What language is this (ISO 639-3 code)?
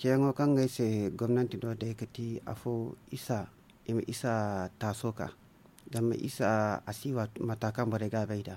dje